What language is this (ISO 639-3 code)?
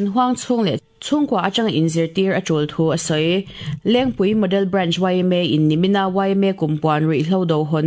lus